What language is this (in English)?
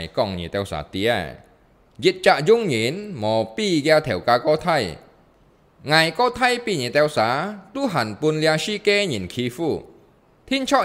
Hakka Chinese